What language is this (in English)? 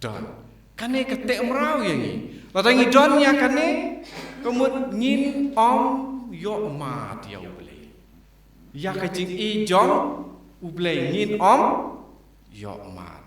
Khasi